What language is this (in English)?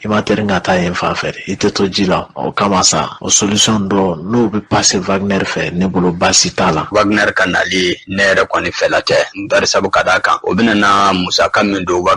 Bambara